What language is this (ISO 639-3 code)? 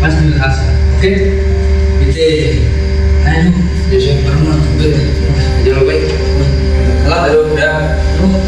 abs